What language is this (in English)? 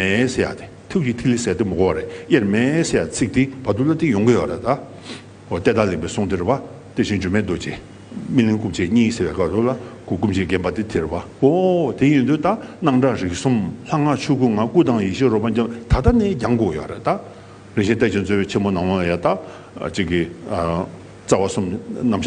Tibetan